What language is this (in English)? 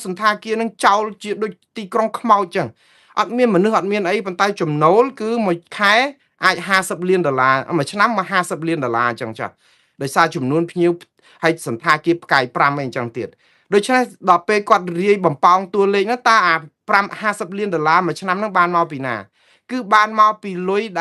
Khmer